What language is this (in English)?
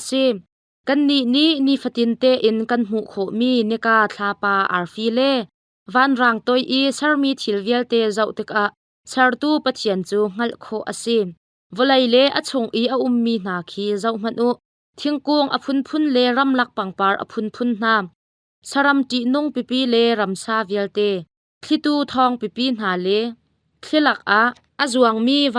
Hakha Chin